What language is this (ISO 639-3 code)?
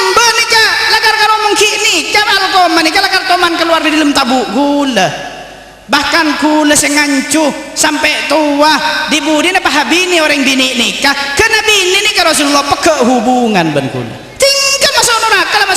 mad